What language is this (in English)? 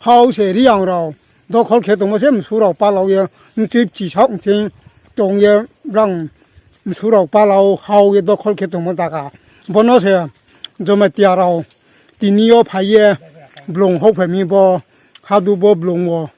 Riang (India)